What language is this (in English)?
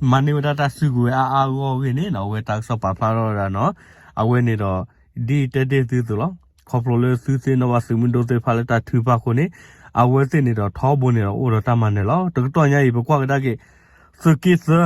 S'gaw Karen